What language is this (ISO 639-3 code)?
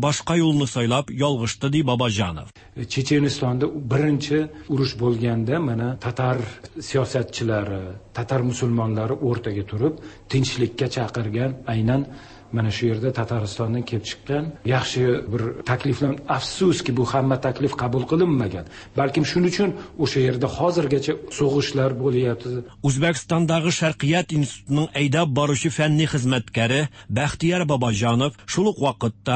tat